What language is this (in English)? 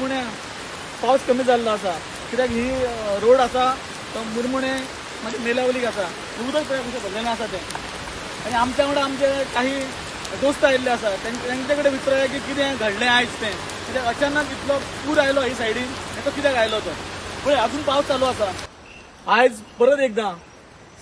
Konkani